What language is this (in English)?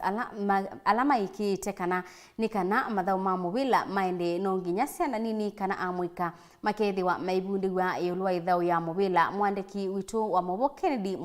Kamba